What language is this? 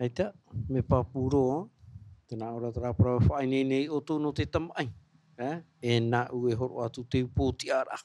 Tahitian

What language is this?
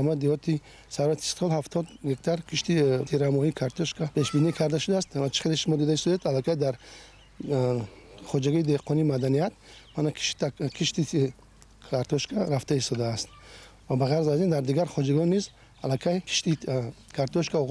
Tajik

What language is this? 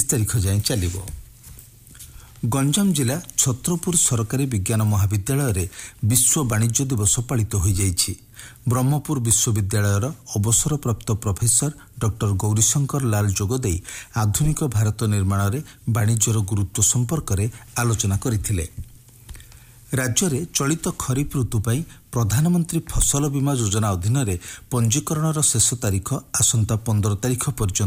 Odia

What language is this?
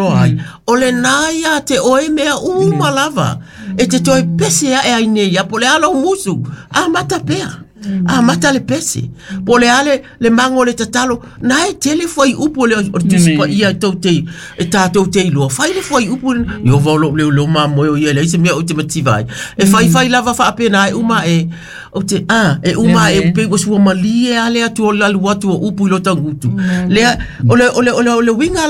Samoan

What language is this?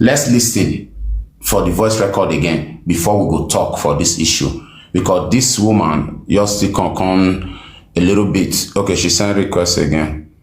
Nigerian Pidgin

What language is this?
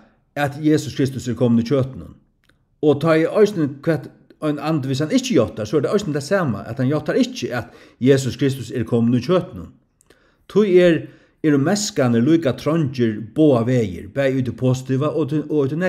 Faroese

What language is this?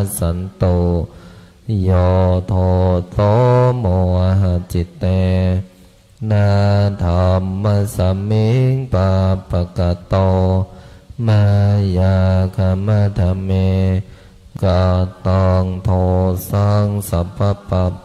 Pali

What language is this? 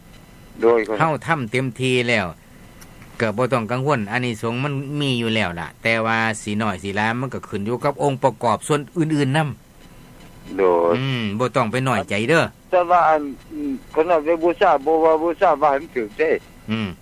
Northeastern Thai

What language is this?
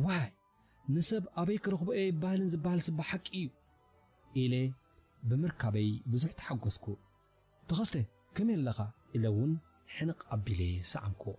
Tigrinya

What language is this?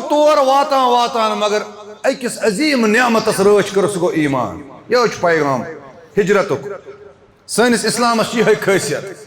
Kashmiri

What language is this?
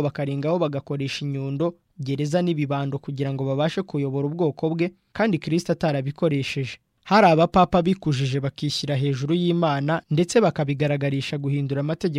Kinyarwanda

